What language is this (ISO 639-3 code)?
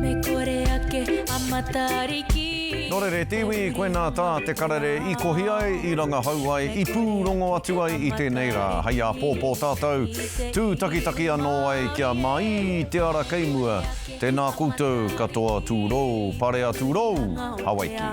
mri